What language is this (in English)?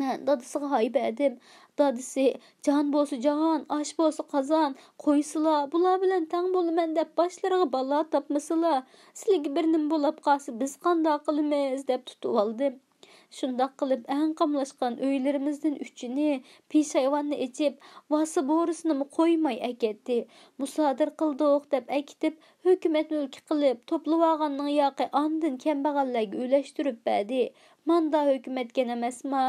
Uyghur